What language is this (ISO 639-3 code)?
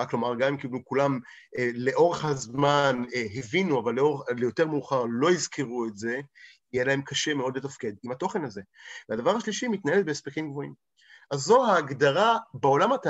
heb